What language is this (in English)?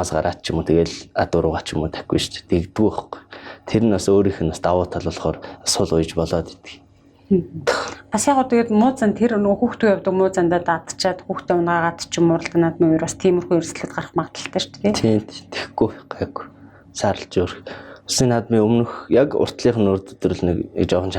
Mongolian